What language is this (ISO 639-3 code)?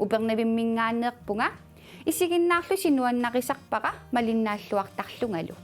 kal